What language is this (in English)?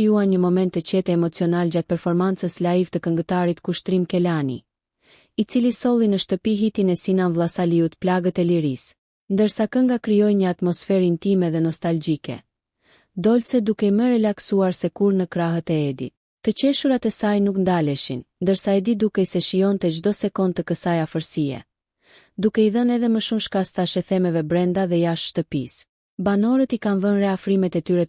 Albanian